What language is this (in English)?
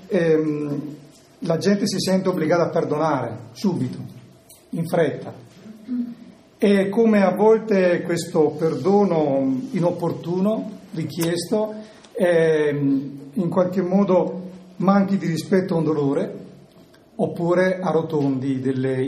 Italian